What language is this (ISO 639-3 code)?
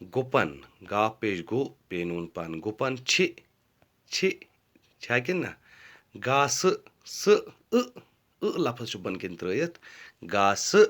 kas